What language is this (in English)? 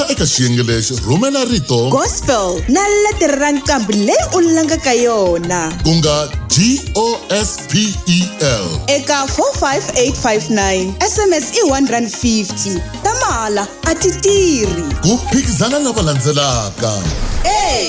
Tsonga